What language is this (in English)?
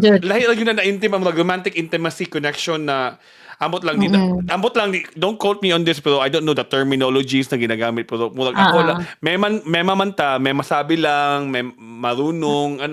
Cebuano